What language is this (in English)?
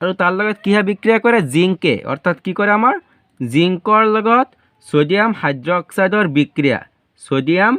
Assamese